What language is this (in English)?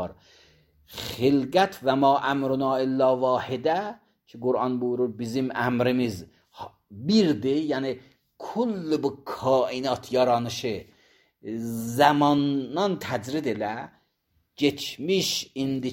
Azerbaijani